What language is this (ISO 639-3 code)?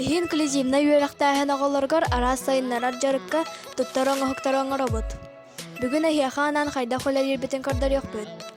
sah